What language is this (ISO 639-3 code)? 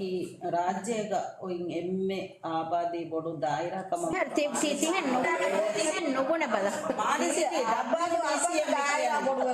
div